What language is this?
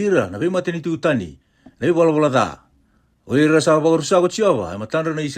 Fijian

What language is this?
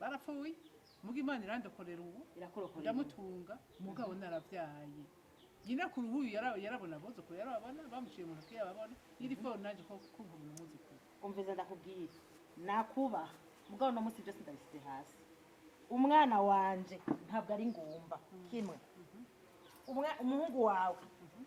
Rundi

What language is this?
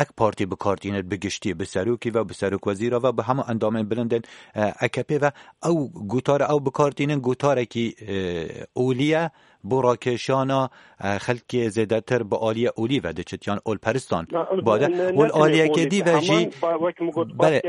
Kurdish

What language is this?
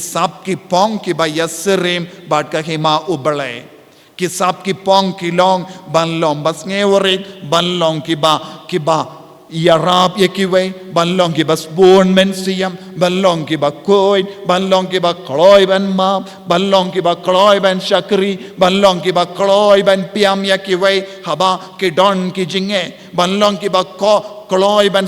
Khasi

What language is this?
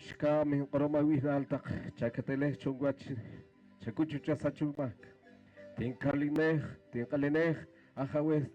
Poqomchi'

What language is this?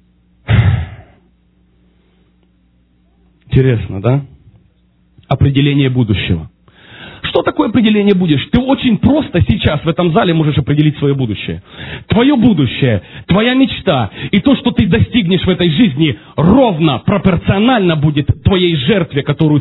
Russian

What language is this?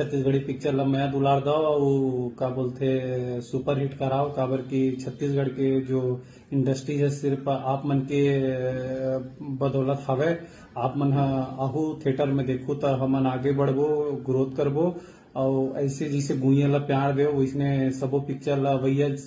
Chhattisgarhi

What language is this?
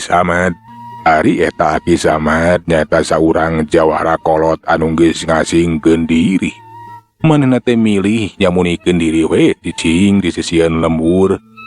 Sundanese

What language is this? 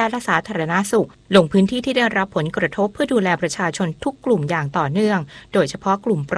Thai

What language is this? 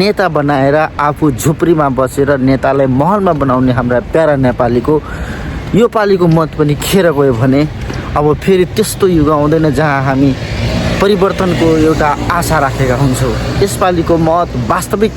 Nepali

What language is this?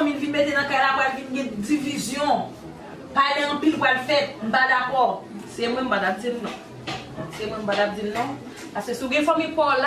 Haitian Creole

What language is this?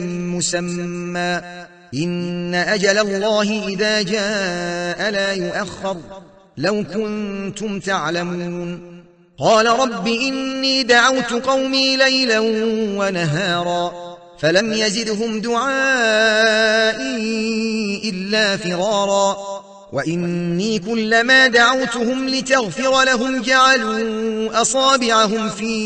Arabic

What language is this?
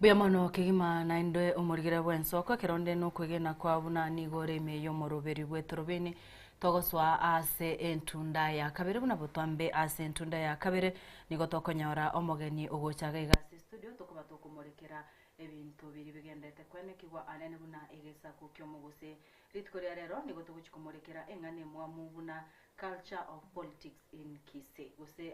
Gusii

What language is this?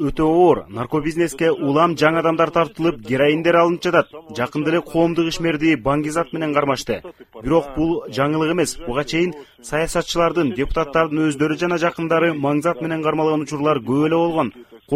Kyrgyz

